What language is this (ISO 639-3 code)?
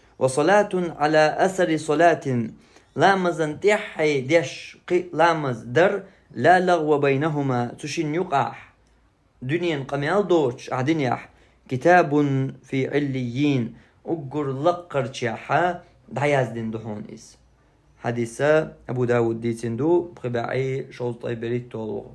che